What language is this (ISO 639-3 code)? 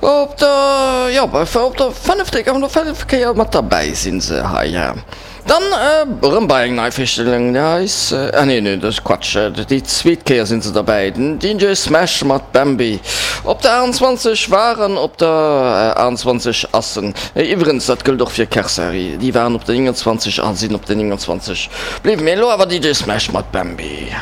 ltz